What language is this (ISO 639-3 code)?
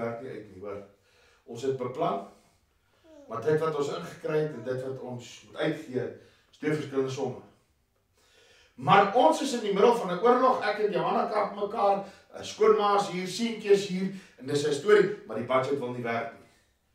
afr